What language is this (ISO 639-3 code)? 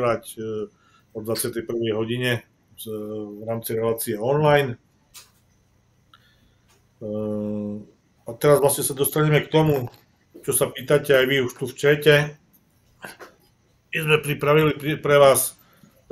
slk